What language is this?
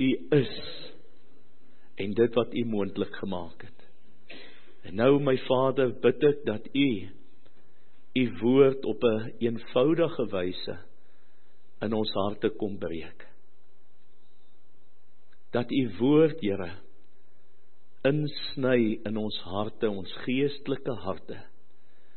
Afrikaans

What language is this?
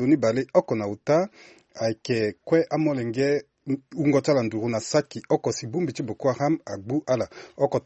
Sango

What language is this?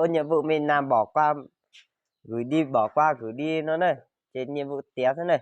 Hmong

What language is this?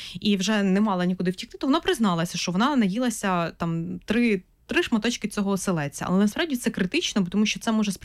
Ukrainian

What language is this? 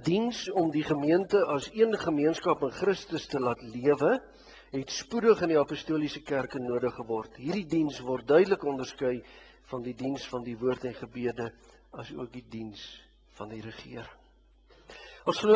Afrikaans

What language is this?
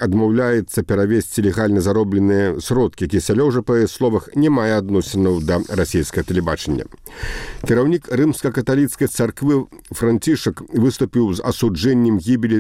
Belarusian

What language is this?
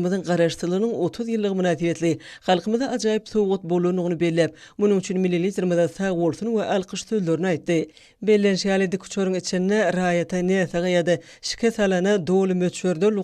Turkmen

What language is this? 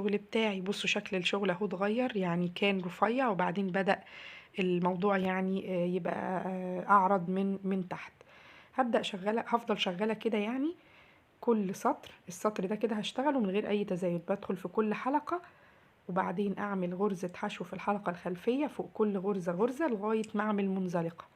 Egyptian Arabic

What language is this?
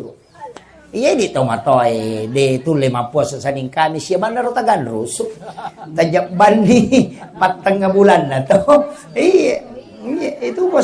Buginese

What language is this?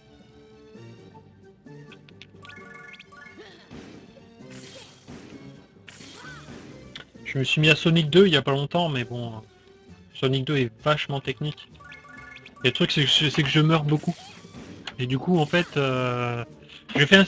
French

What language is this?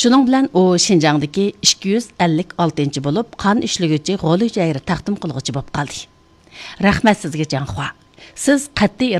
Uyghur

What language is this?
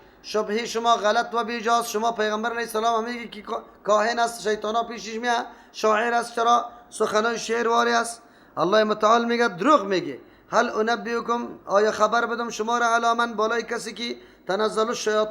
Persian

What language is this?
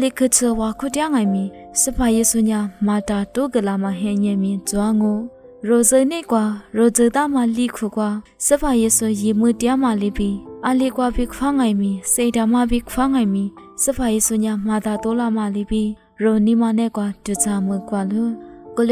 Lisu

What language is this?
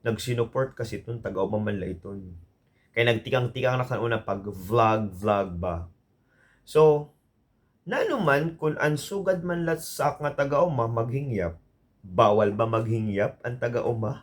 Waray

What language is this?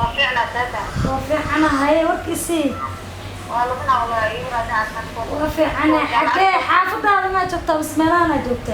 Somali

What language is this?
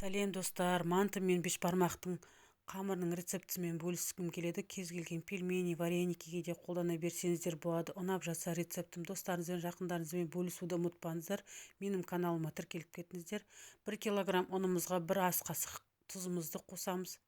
Kazakh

